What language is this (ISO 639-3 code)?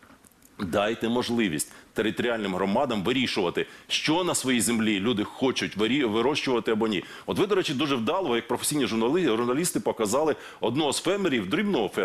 ukr